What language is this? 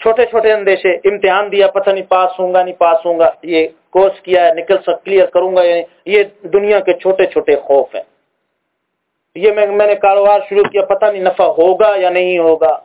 Urdu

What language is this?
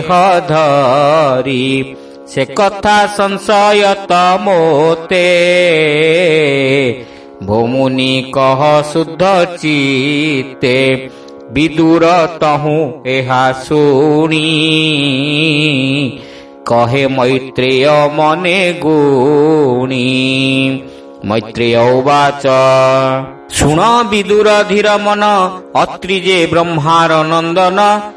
Odia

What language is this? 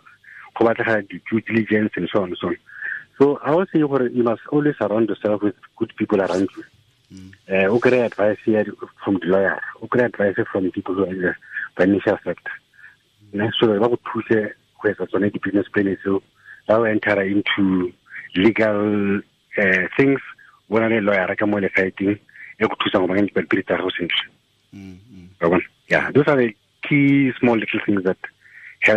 Tswana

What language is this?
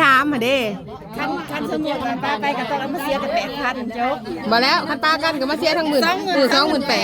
Northeastern Thai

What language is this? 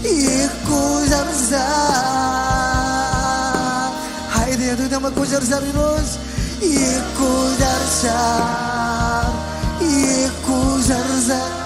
Marshallese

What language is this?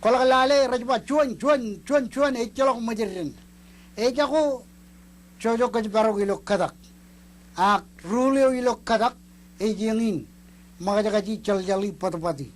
Marshallese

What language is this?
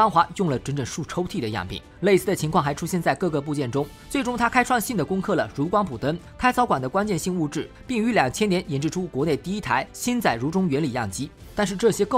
Chinese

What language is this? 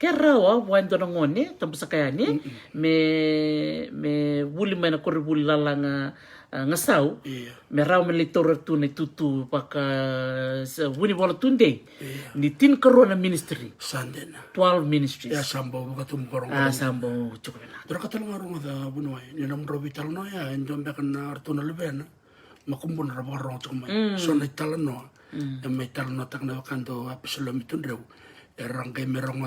Fijian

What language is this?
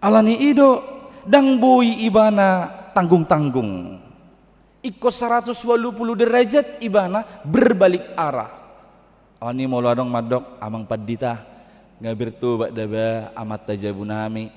Batak Toba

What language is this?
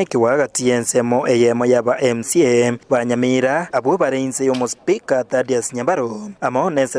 Gusii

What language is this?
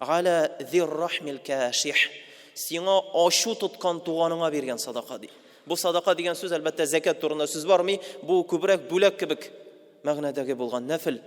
Tatar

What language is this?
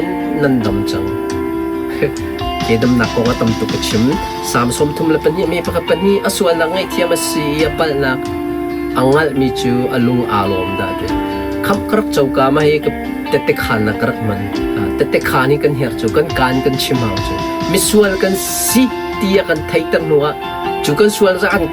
Hakha Chin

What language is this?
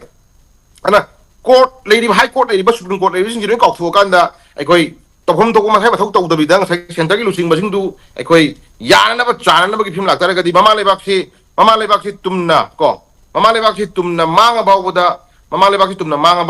Manipuri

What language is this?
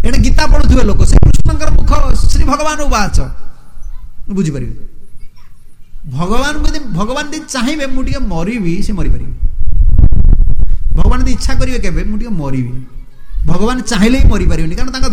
Odia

